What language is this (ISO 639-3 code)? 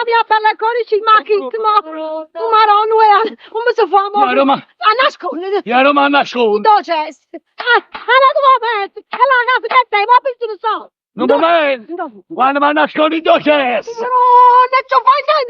nap